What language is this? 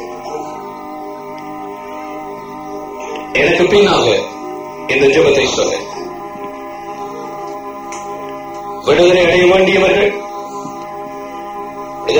Tamil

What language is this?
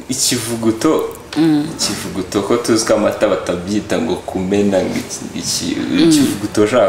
Kinyarwanda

